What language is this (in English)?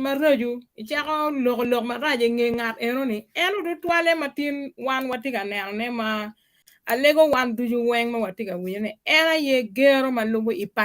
Acoli